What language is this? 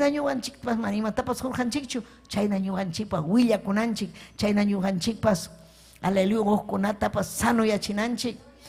Ayacucho Quechua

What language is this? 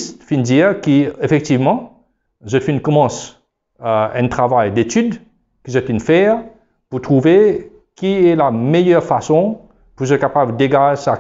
Morisyen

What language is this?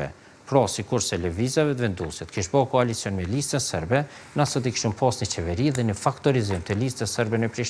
Albanian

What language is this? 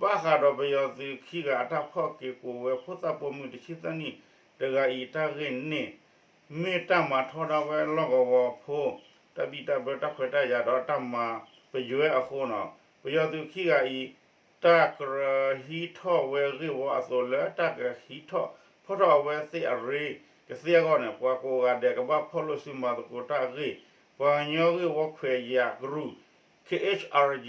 S'gaw Karen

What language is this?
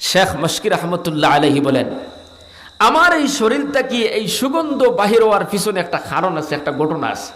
Sylheti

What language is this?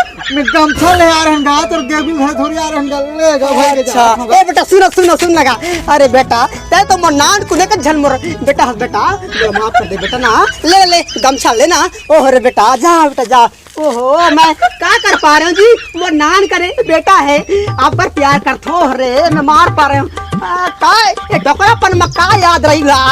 Chhattisgarhi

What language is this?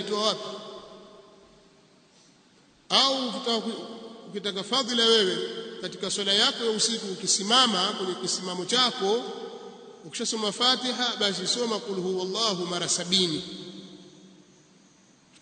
Swahili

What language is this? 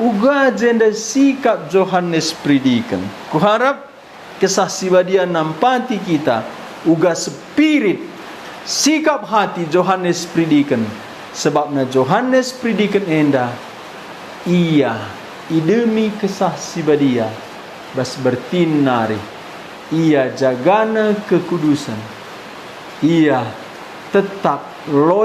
Batak Karo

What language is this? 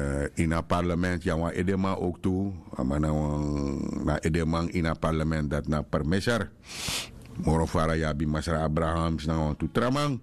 Sranan Tongo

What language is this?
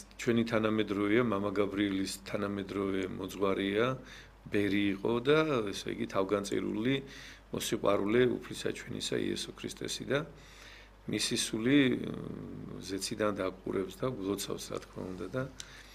Georgian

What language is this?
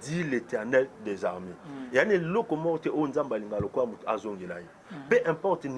Lingala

